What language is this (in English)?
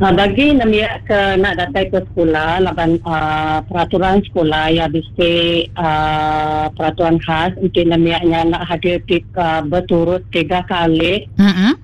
Iban